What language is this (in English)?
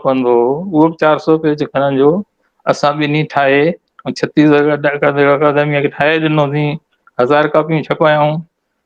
Sindhi